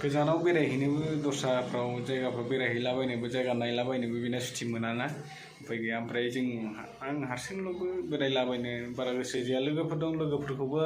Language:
Bodo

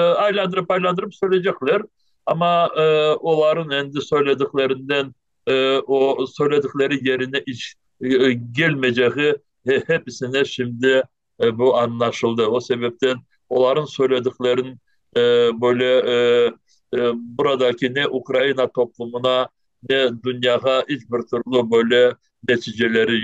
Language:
Crimean Tatar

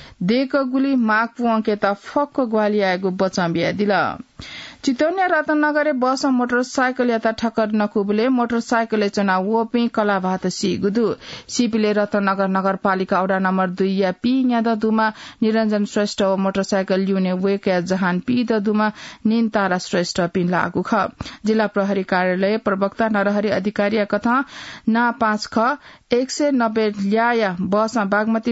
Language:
Newari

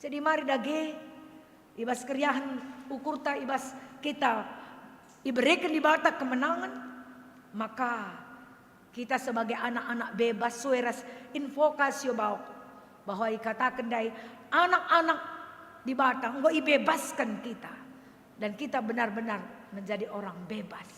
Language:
Batak Karo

